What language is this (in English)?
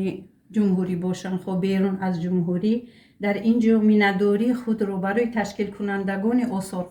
Tajik